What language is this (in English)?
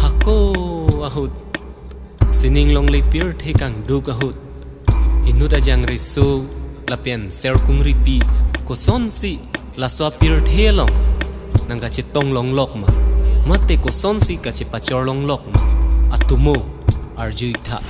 Karbi